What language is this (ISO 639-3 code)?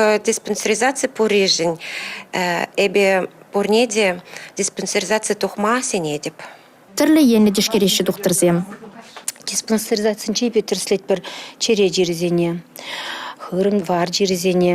chv